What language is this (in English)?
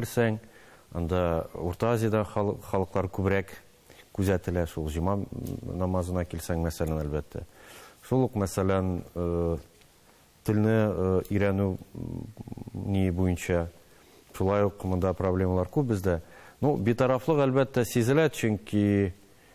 Tatar